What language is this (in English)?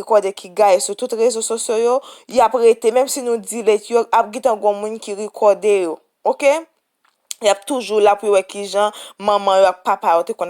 Haitian Creole